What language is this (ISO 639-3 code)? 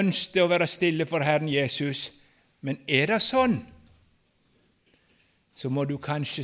nor